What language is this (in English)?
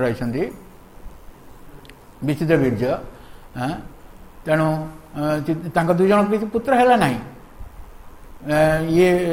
Odia